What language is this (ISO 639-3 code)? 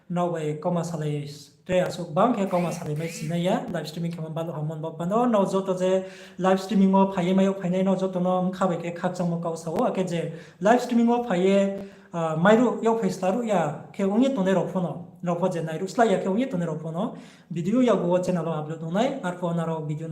ria